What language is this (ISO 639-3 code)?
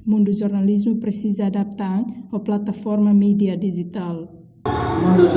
tet